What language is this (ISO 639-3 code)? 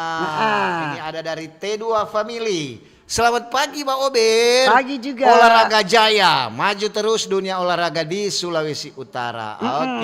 xmm